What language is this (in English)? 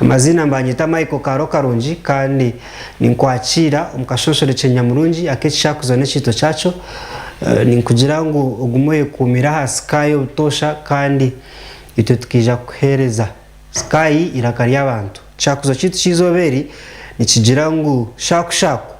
Nyankole